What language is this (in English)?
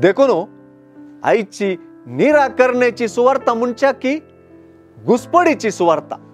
Konkani